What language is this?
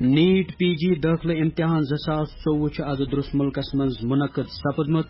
Kashmiri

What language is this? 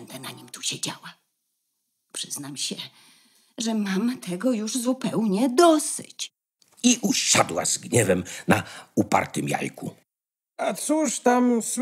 Polish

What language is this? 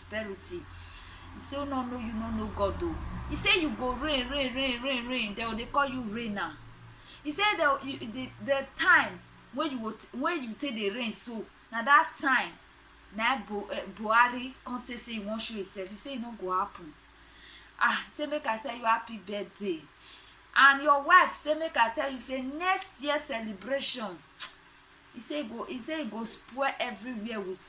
Nigerian Pidgin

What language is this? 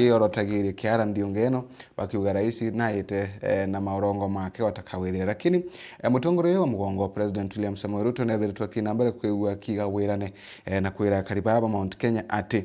Meru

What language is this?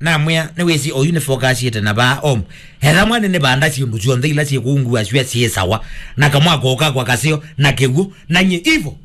Kamba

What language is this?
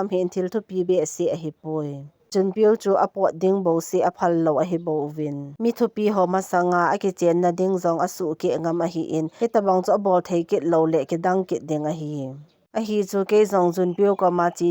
Thado Chin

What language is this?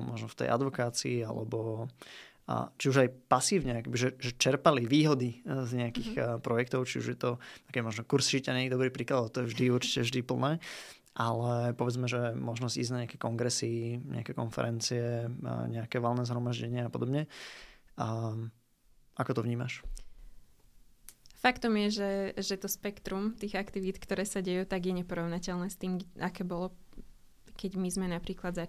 Slovak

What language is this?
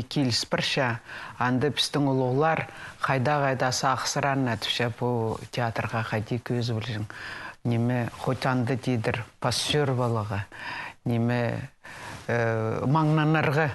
Khakas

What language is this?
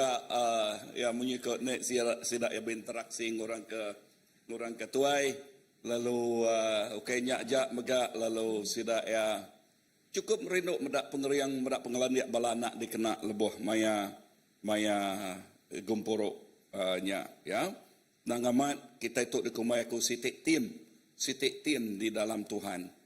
Iban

